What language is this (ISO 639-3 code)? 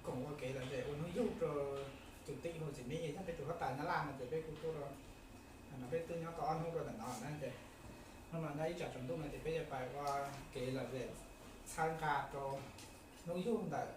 hmn